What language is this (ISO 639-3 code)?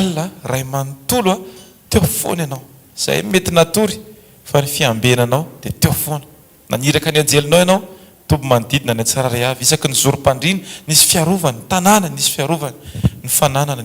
mlg